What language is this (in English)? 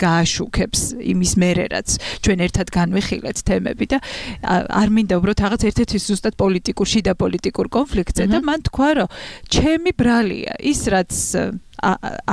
Georgian